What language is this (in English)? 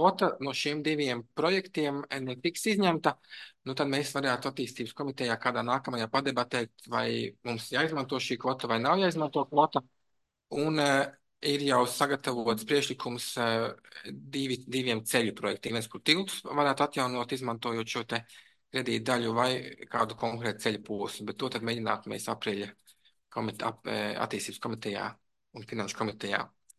Latvian